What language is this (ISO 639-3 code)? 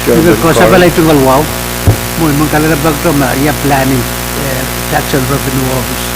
pon